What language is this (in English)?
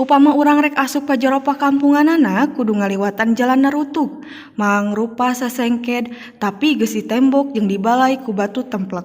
Sundanese